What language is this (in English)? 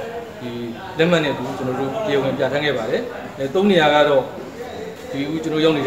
Burmese